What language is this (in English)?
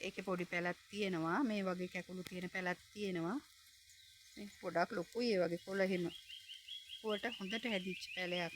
Sinhala